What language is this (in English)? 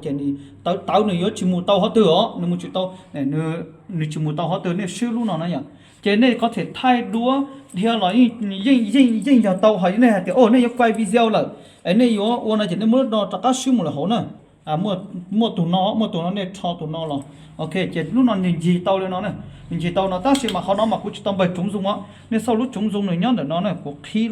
Hmong